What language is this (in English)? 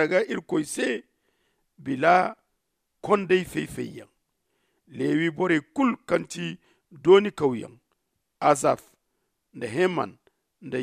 Zarma